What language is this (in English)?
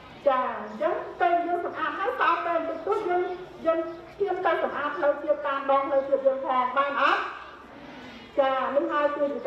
Khmer